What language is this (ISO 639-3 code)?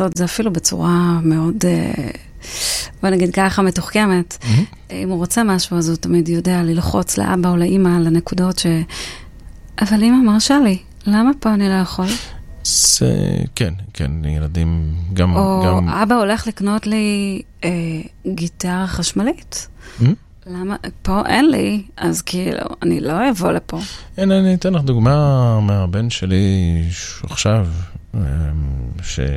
heb